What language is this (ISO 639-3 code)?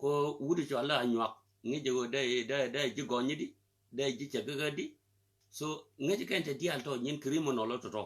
nus